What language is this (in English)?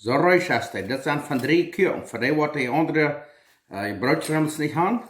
Plautdietsch